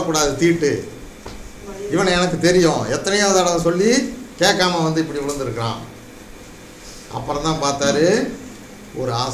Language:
Tamil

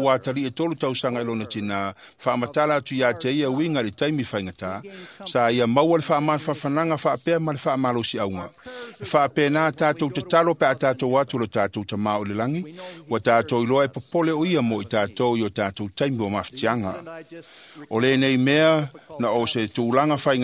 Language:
Samoan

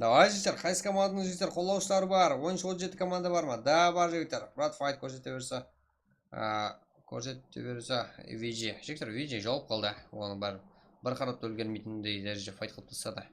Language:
Kara-Kalpak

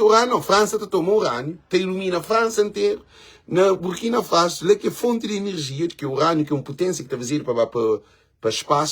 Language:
Kabuverdianu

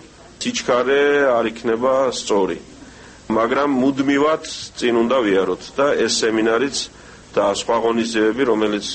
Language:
Georgian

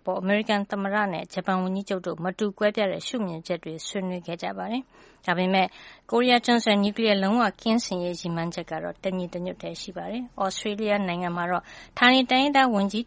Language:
Burmese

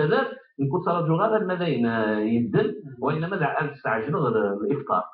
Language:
Kabyle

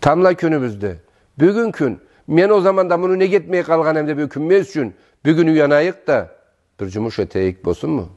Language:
Karachay-Balkar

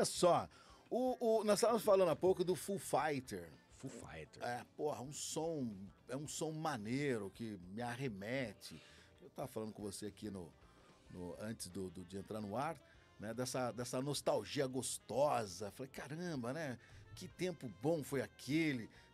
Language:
Portuguese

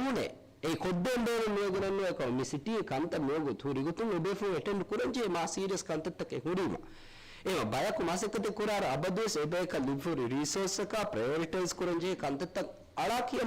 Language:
Divehi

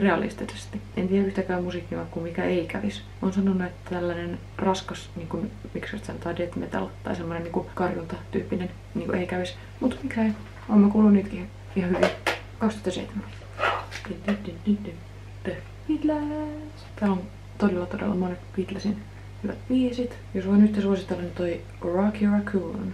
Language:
Finnish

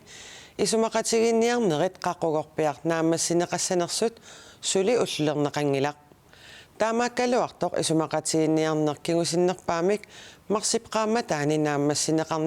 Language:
Kalaallisut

